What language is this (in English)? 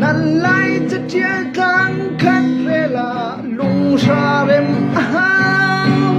Hakha Chin